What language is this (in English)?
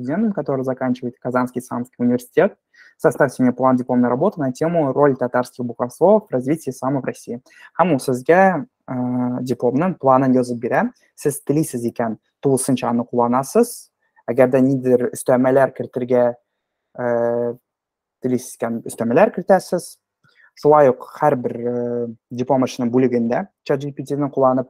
Tatar